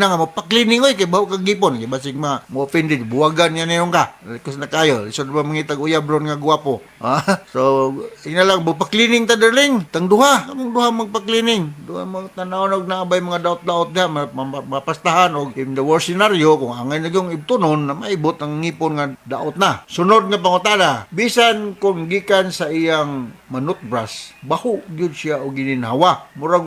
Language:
Cebuano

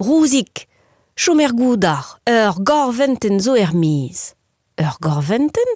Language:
Breton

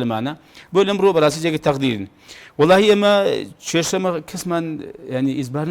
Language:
Central Kurdish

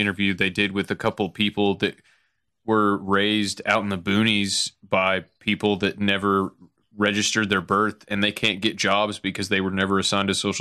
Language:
English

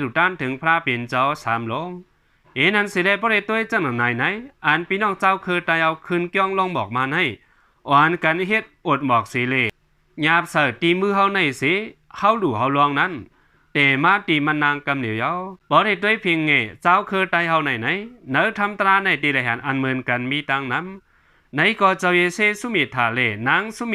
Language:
Shan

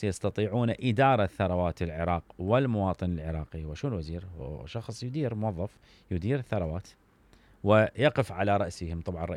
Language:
Mesopotamian Arabic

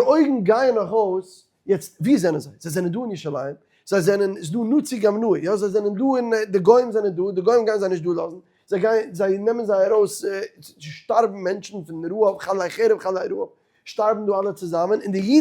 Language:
Yiddish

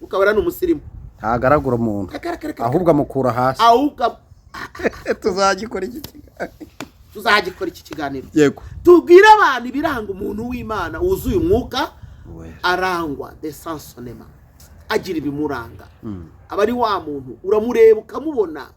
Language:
Kinyarwanda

